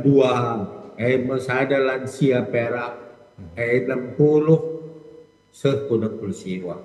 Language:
Batak Karo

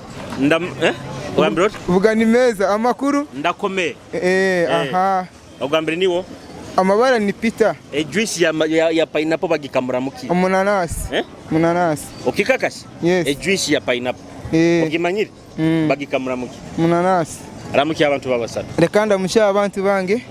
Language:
Nyoro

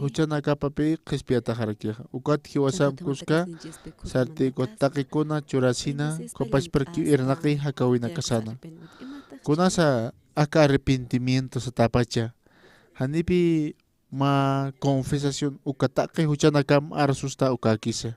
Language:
Aymara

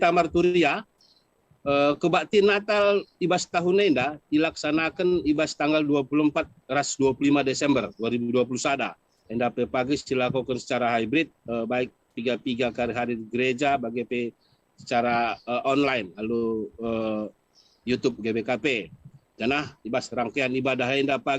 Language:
Batak Karo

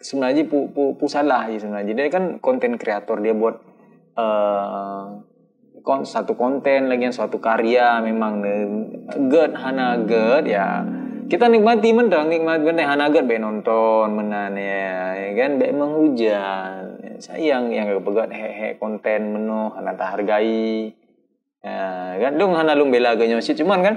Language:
Achinese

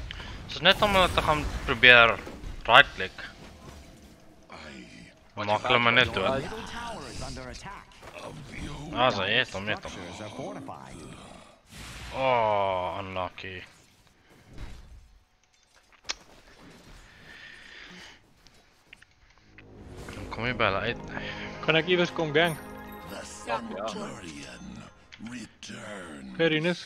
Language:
Afrikaans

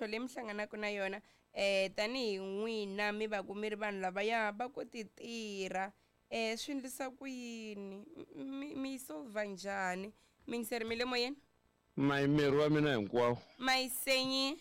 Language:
Tsonga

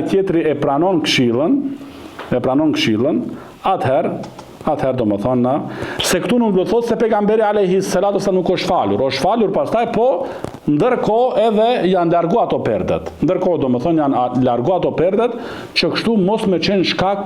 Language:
Albanian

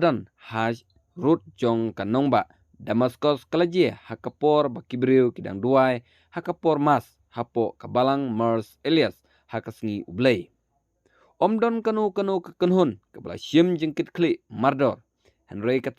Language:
Khasi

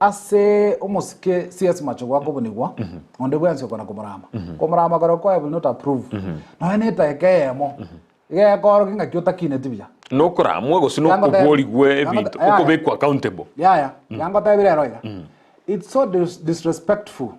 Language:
Gusii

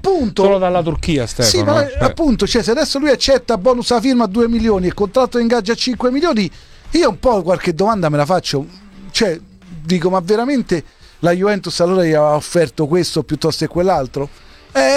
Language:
Italian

